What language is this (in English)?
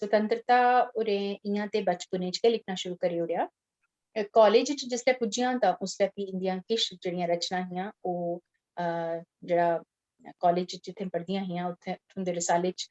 Dogri